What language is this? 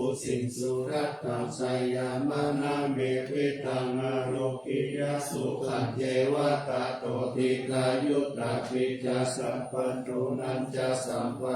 Pali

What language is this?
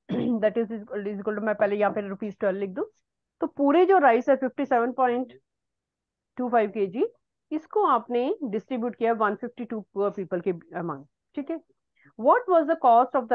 Hindi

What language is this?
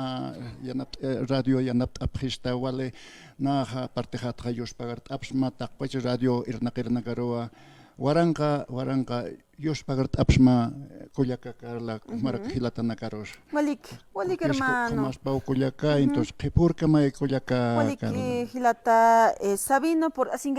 Aymara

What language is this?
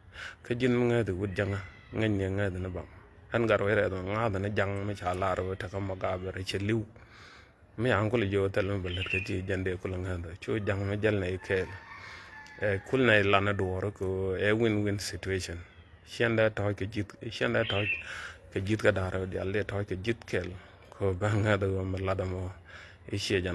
Nuer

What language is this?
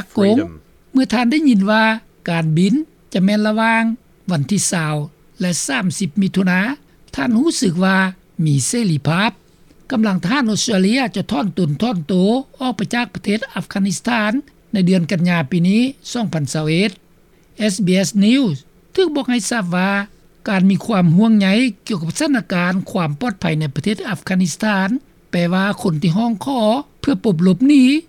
Lao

